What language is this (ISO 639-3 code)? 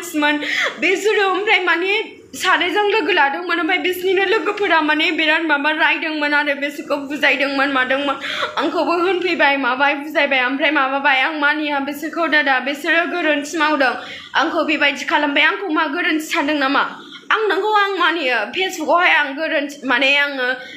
brx